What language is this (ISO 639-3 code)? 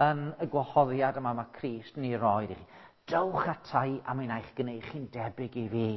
cym